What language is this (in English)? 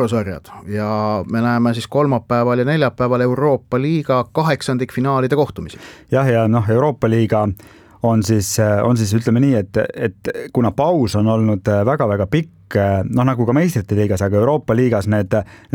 Estonian